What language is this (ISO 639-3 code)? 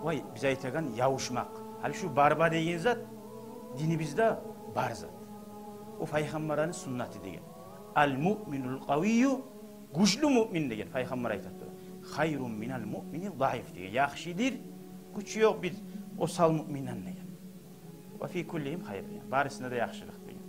kum